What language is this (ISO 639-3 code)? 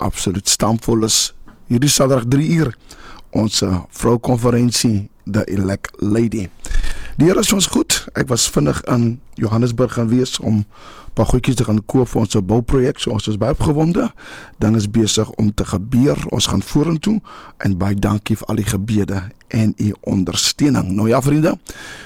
afr